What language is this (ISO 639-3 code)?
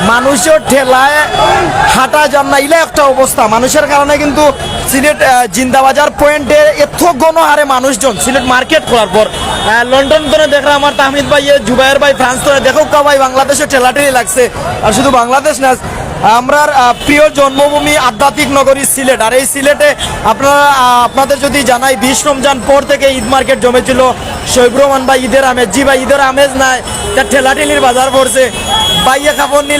syl